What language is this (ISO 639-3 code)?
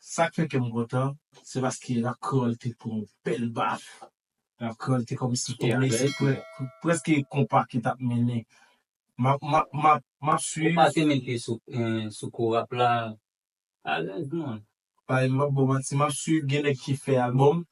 hat